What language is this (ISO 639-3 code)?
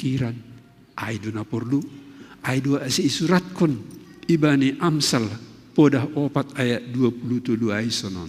bts